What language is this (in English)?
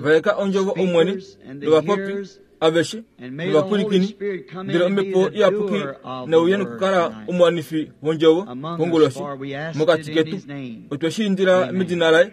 Kuanyama